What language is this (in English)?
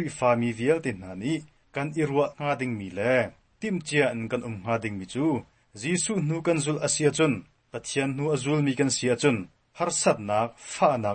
Hakha Chin